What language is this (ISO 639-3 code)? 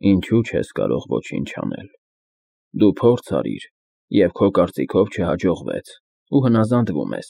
hye